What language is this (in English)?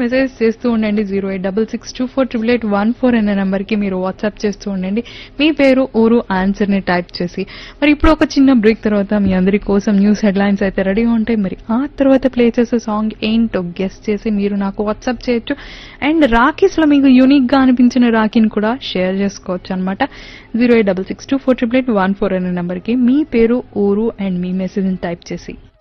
Telugu